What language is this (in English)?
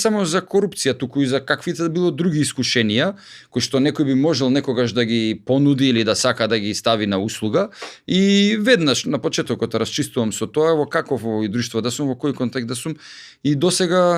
Macedonian